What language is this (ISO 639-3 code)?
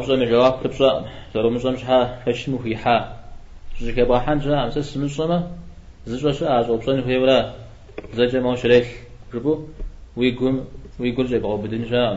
kbd